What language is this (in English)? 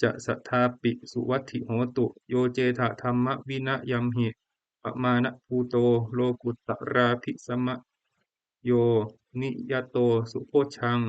Pali